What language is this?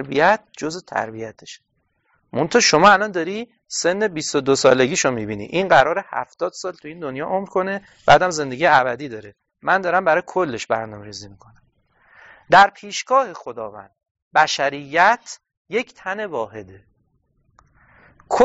Persian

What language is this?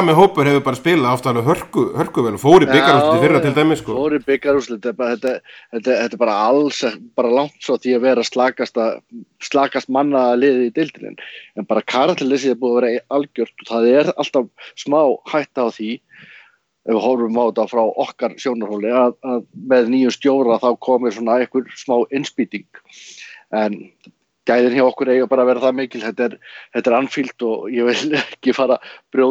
Icelandic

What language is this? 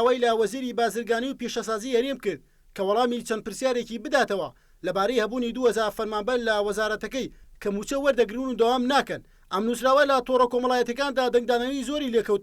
Central Kurdish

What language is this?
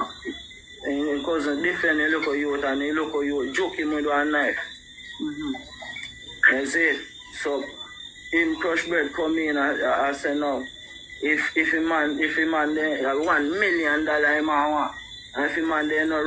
Jamaican Creole English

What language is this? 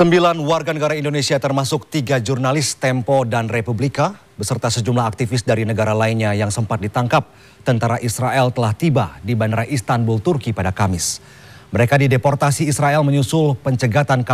Indonesian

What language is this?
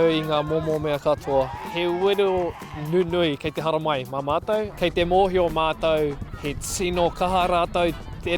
Māori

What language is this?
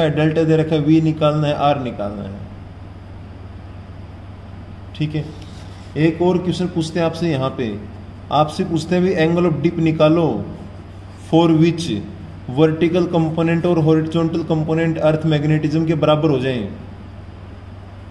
Hindi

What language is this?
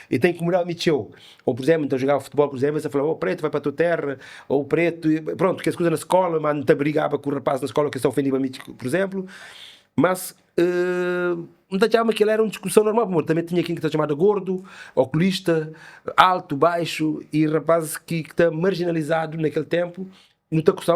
Kabuverdianu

